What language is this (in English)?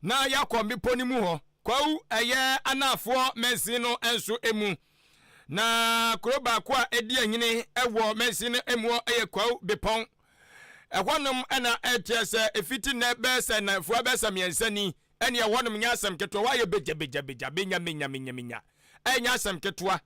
Akan